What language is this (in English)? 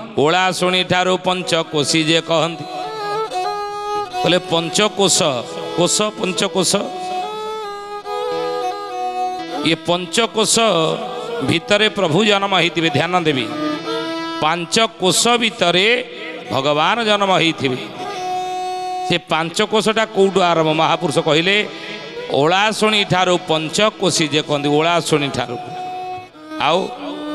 Odia